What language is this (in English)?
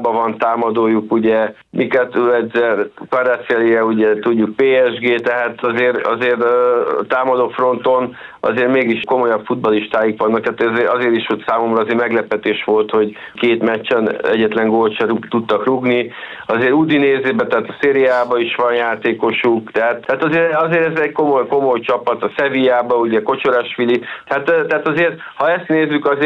Hungarian